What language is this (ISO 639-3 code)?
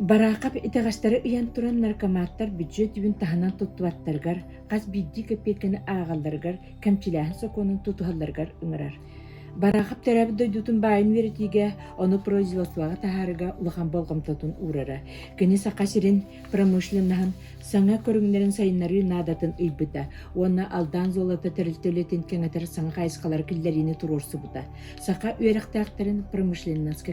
sah